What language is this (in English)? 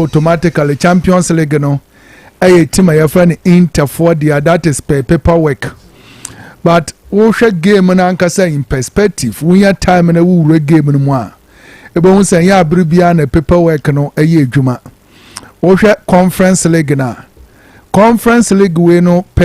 Akan